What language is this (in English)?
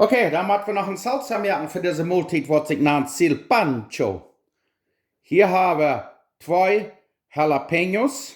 Plautdietsch